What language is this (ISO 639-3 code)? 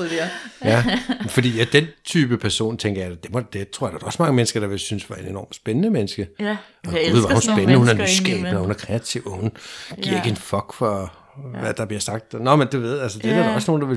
dan